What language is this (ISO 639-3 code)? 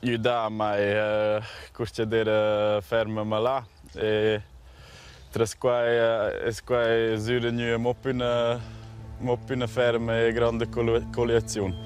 roh